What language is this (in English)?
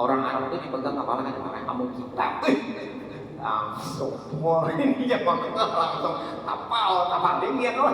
Banjar